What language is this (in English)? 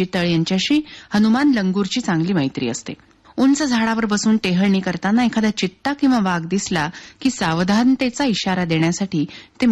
Marathi